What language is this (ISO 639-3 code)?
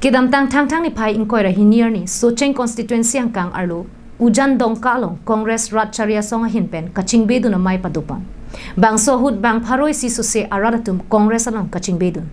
mjw